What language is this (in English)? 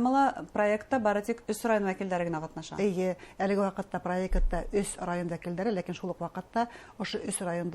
Bashkir